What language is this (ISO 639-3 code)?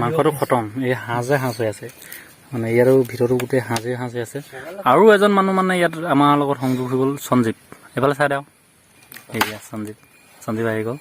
asm